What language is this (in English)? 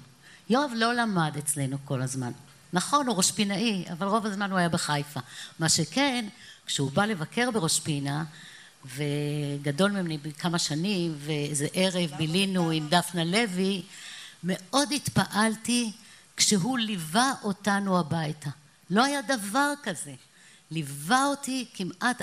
Hebrew